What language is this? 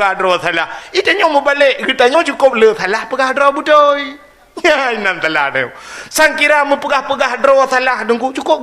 Achinese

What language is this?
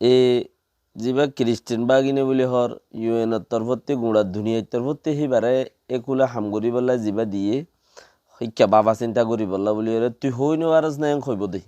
Rohingya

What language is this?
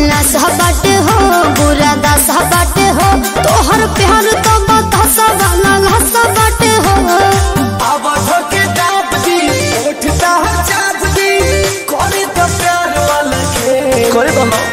Bhojpuri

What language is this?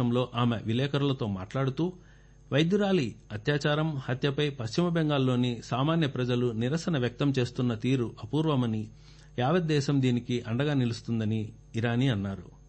Telugu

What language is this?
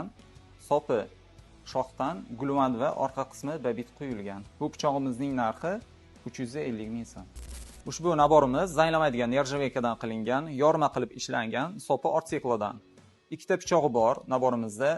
Uzbek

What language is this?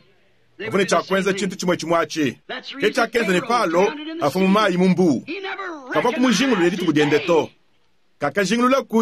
Luba-Lulua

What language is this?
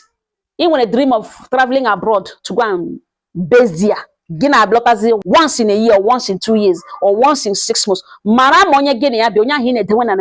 Igbo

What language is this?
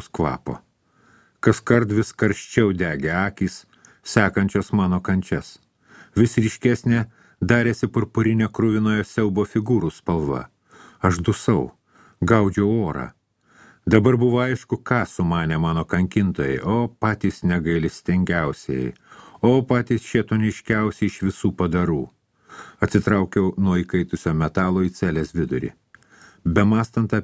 Lithuanian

